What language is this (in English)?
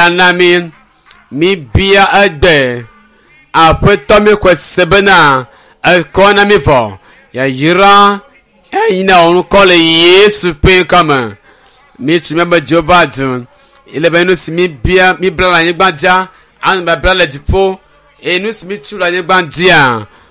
Ewe